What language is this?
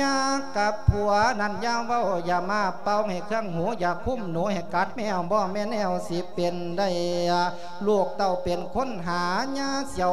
Lao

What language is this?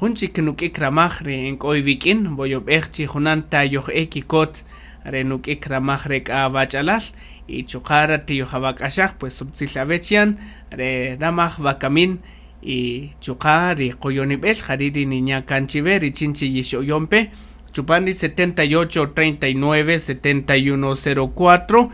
Kaqchikel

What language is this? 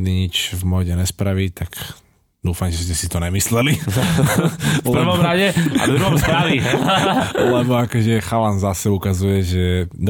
Slovak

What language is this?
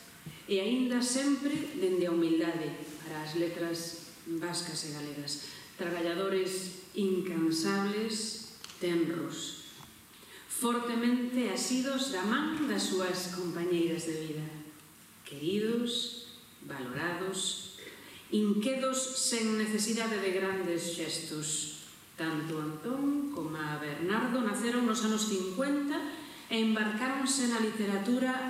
Galician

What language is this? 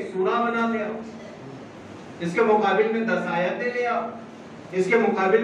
Urdu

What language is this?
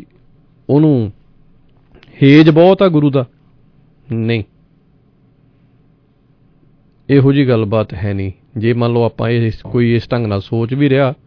Punjabi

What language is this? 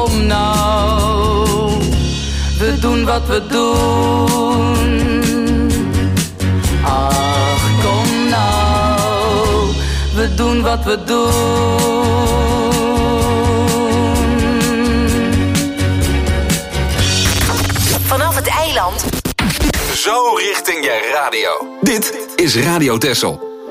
Dutch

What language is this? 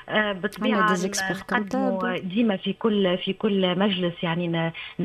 Tunisian Arabic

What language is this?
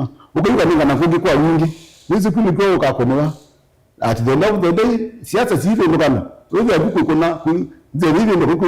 Kamba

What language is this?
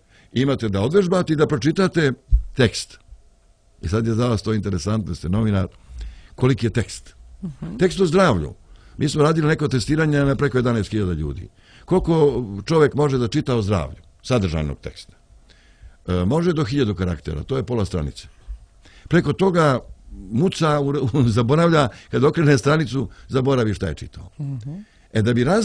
Serbian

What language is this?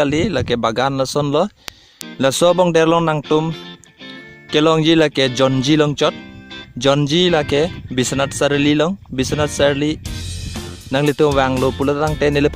Karbi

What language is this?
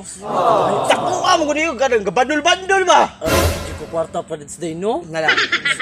Cebuano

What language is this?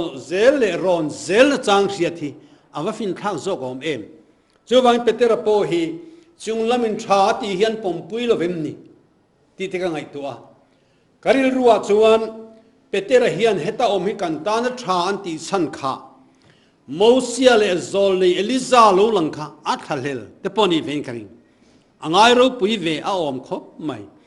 Mizo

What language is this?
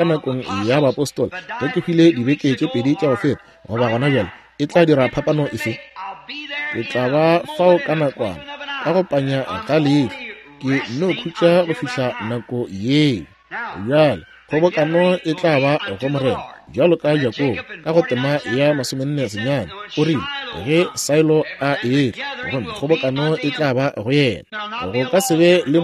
Northern Sotho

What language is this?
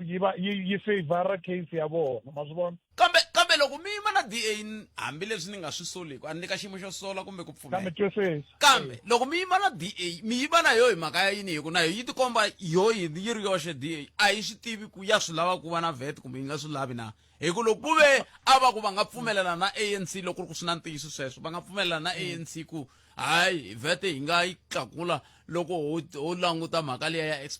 Tsonga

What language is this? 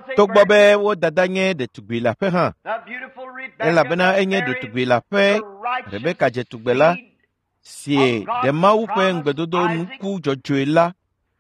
Ewe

